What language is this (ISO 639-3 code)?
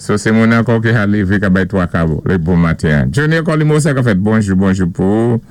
acf